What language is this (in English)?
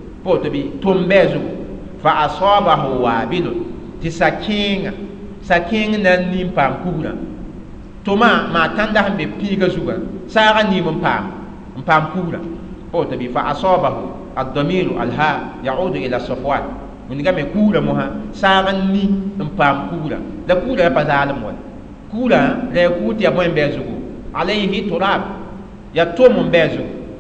Mossi